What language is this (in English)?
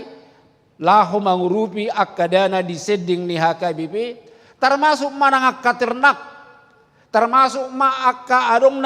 Batak Toba